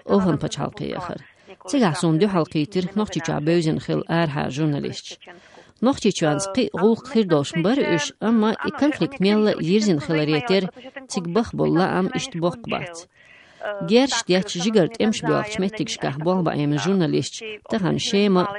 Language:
Chechen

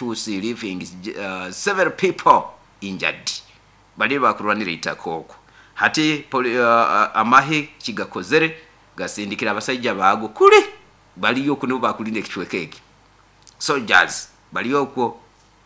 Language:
Nyoro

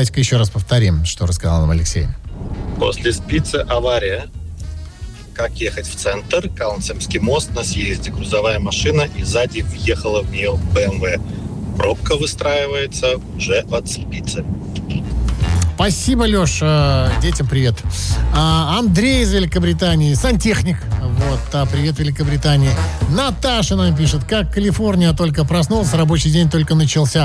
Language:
Russian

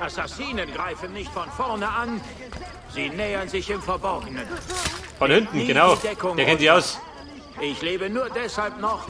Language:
Bavarian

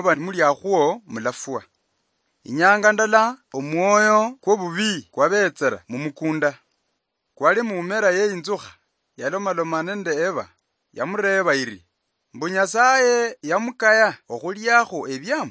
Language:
Luyia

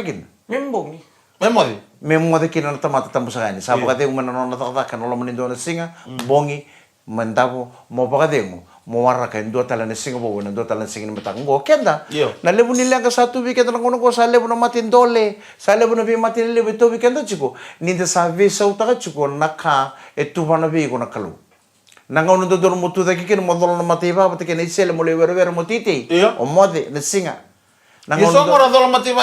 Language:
Fijian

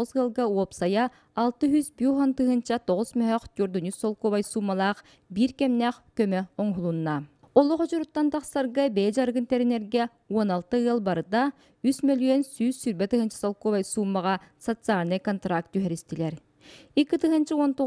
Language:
Yakut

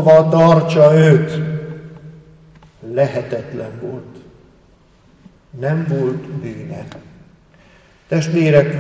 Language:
Hungarian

